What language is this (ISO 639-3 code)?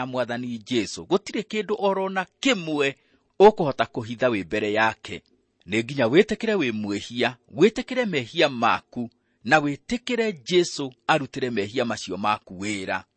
kik